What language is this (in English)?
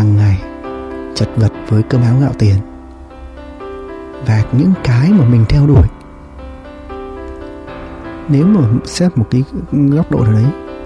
Vietnamese